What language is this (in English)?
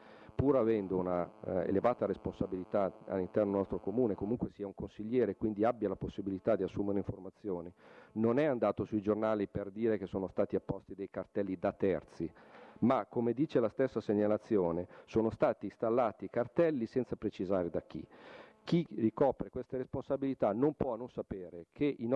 Italian